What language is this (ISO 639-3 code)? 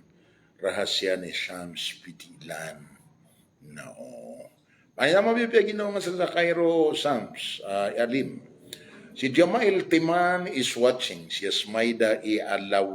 mrw